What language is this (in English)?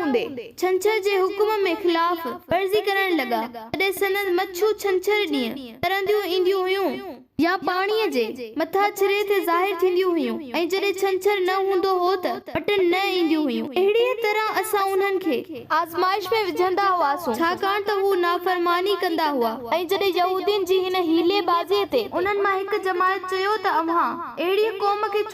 Sindhi